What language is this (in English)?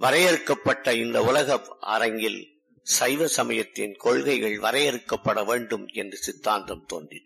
Tamil